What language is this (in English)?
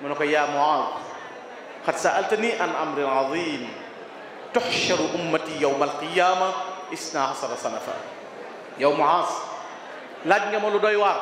Wolof